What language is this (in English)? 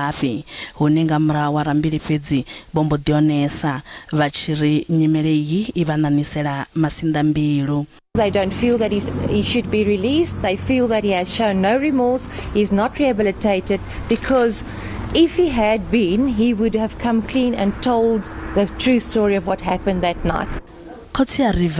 Venda